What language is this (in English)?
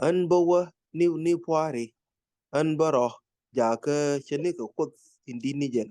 Nuer